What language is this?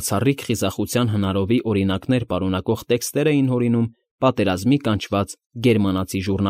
Armenian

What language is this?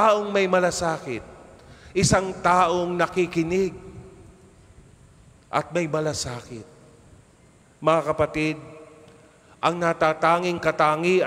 Filipino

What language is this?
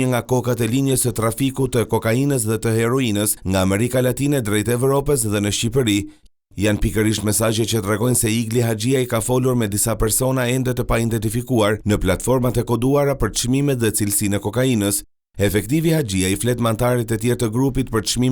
Albanian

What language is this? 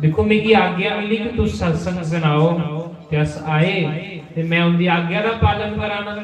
Dogri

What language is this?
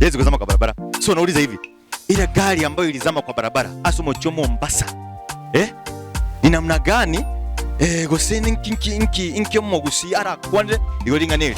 Gusii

